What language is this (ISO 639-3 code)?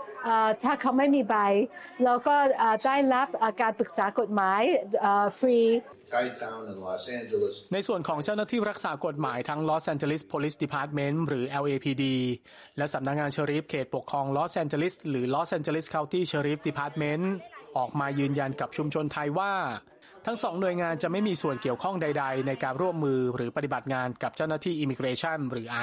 tha